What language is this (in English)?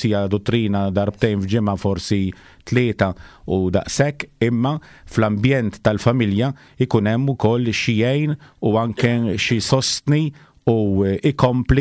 Maltese